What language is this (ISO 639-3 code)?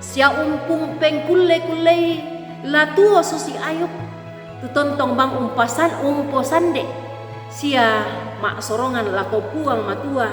sda